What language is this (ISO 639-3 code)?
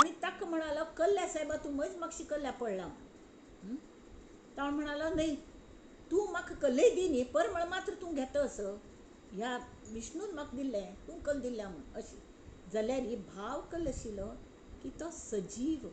kok